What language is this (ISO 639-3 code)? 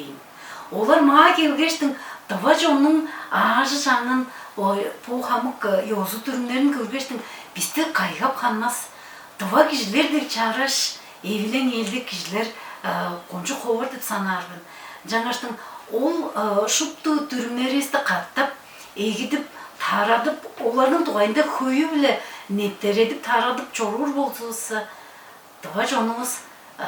tyv